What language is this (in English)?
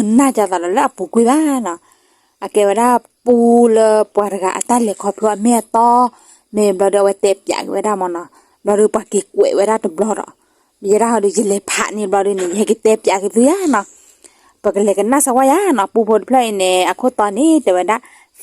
S'gaw Karen